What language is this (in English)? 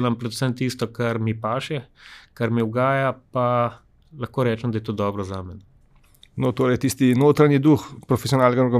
Slovenian